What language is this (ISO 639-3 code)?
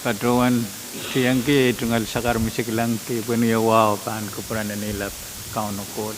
pon